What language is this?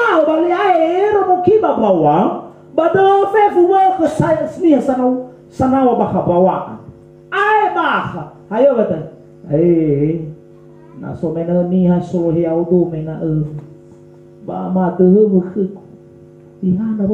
Nias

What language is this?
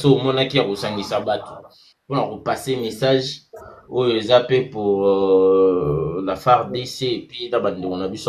Lingala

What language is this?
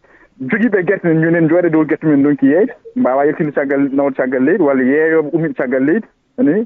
Fula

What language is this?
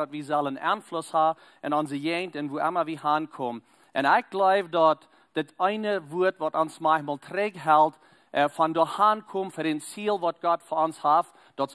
Plautdietsch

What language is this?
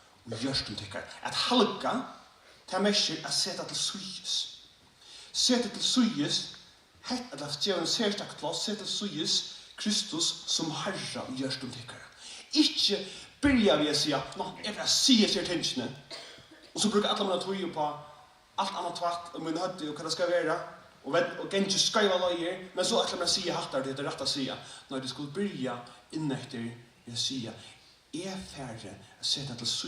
Faroese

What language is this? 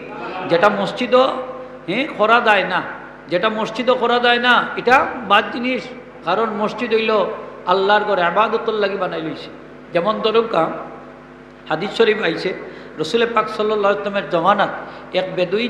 Sylheti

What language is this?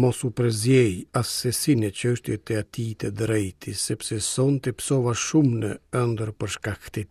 Albanian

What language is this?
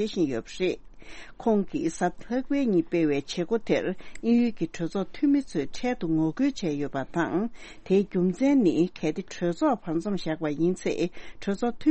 Tibetan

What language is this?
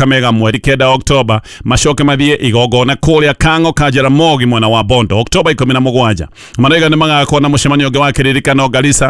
Kikuyu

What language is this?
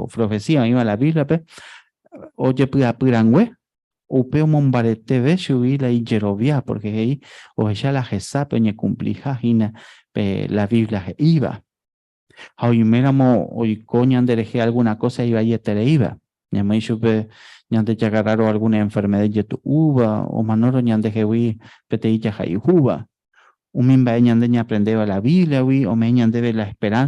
Guarani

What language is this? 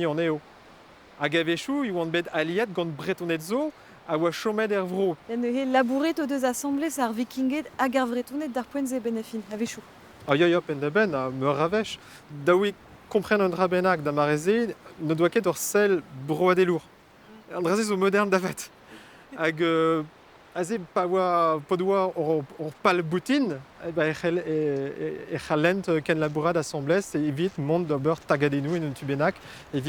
Breton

